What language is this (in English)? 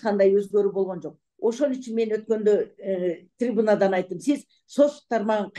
Kyrgyz